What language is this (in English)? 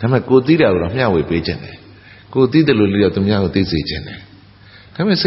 Burmese